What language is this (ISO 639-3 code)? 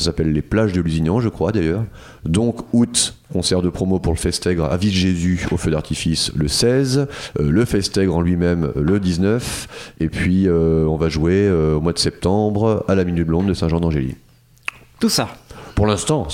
fra